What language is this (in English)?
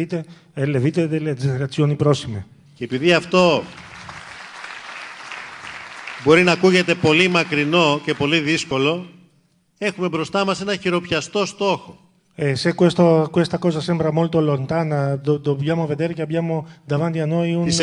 Greek